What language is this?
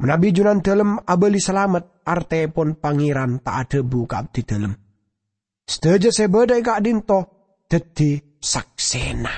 Madurese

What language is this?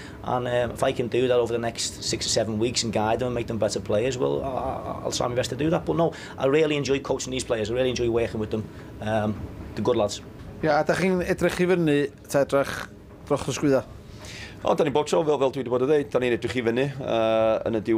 Welsh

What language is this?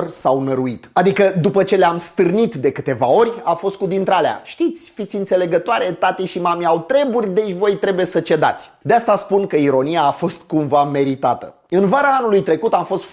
Romanian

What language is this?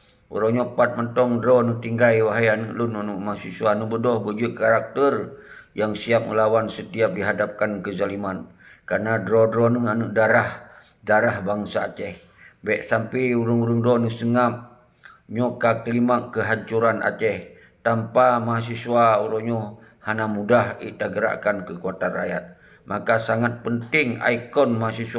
Achinese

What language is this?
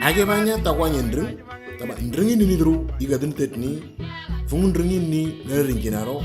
Moro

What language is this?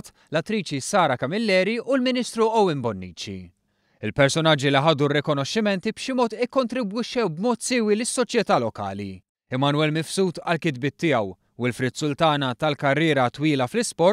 Maltese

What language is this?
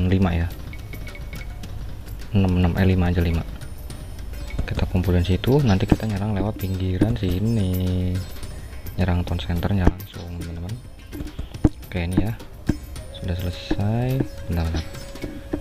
Indonesian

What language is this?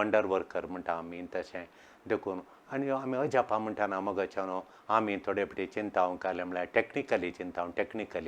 Konkani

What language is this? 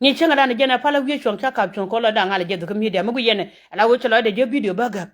Nuer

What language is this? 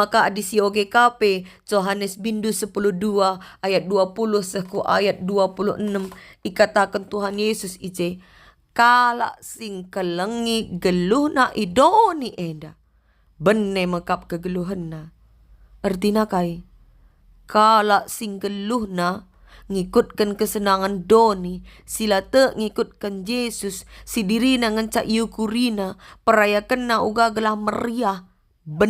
Batak Karo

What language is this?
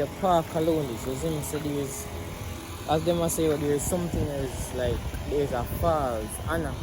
Jamaican Creole English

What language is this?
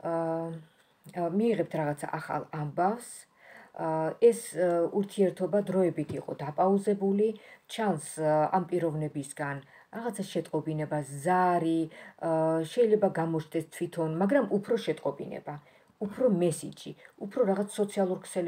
Georgian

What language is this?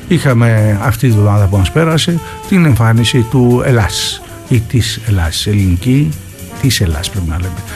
Greek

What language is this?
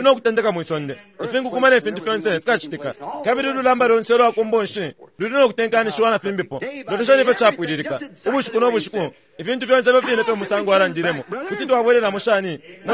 Bemba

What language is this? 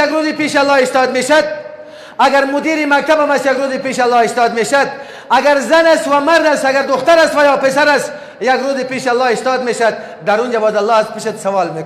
Persian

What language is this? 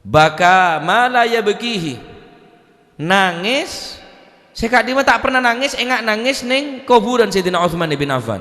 Madurese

